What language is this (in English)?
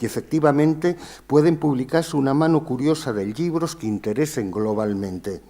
Asturian